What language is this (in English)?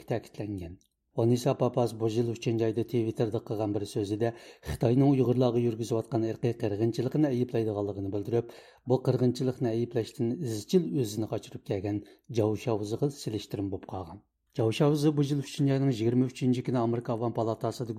Uyghur